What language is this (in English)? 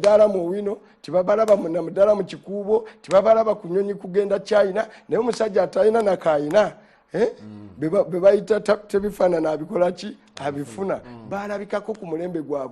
Ganda